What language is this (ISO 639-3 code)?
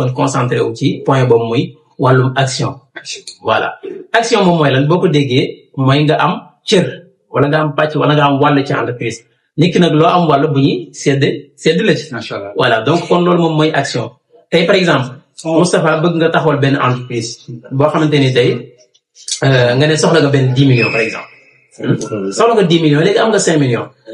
wol